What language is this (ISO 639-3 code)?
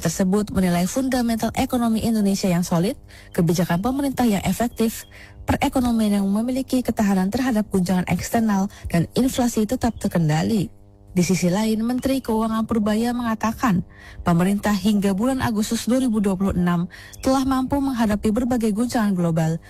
ind